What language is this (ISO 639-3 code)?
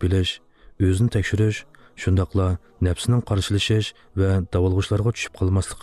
uzb